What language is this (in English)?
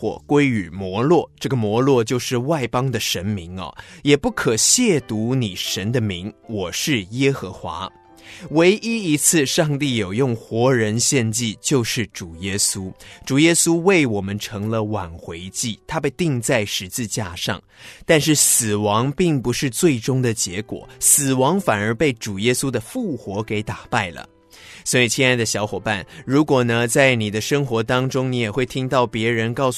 Chinese